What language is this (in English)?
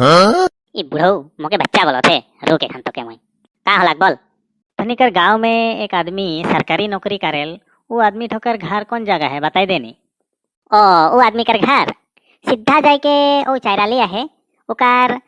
Sadri